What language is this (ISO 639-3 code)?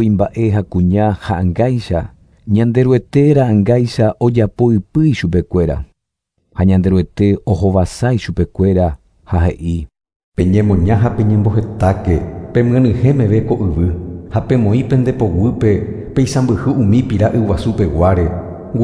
grn